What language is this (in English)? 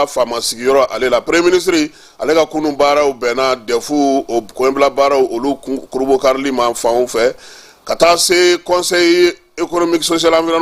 Bambara